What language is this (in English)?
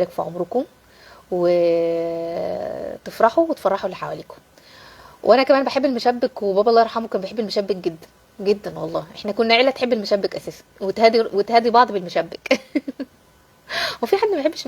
Egyptian Arabic